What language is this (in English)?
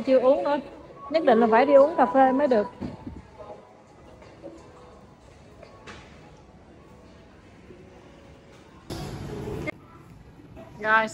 Vietnamese